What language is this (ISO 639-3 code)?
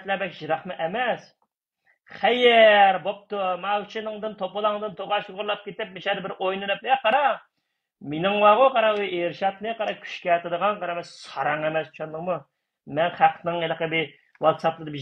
uig